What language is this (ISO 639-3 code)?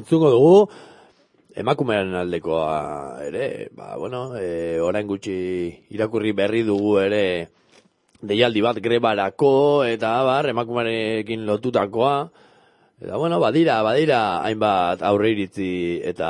eus